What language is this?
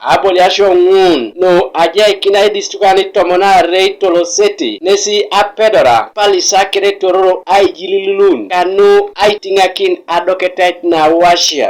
Teso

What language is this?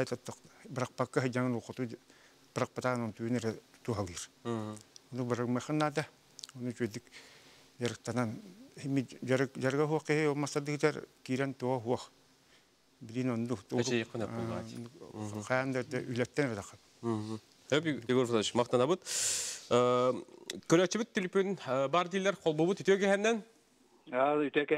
Yakut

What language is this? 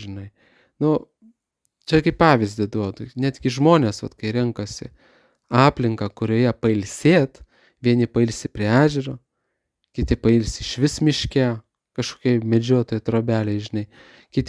Lithuanian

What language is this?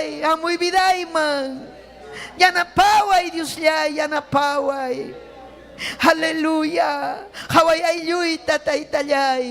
Ayacucho Quechua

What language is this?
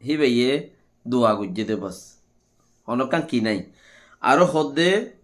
Rohingya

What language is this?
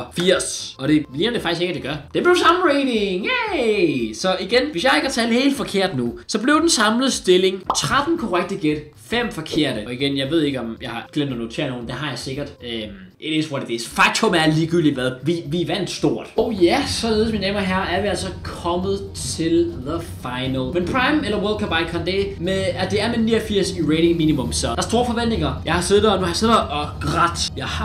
Danish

